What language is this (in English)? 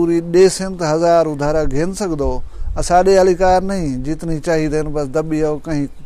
Saraiki